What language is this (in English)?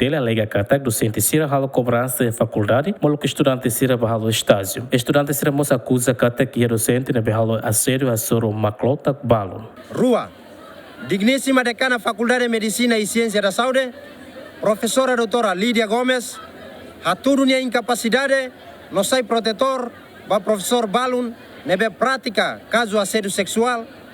Tetum